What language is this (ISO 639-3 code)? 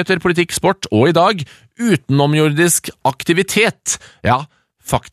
nor